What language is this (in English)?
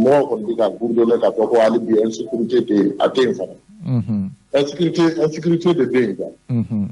Bambara